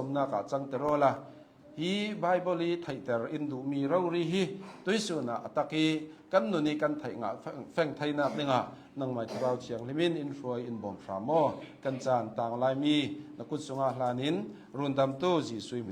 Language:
Hakha Chin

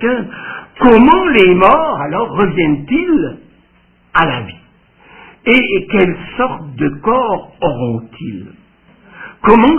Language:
French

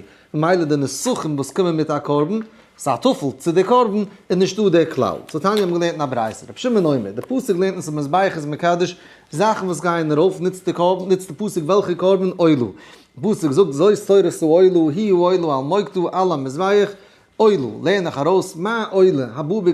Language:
Yiddish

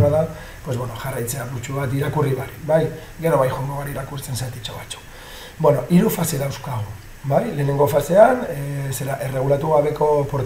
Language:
Basque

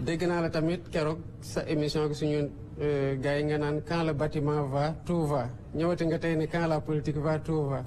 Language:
Wolof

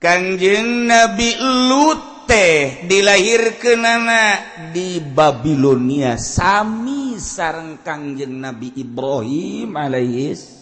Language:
Sundanese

